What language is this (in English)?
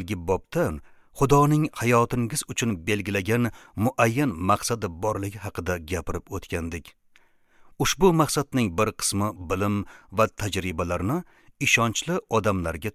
Uzbek